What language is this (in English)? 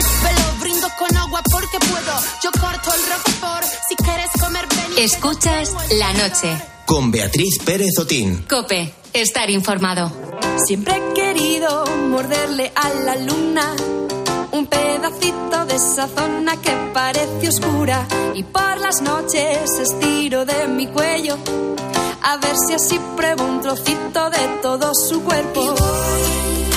Spanish